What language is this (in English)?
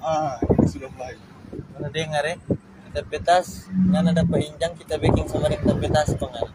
Manado Malay